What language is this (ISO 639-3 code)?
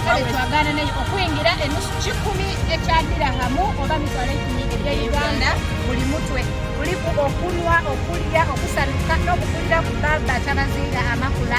xog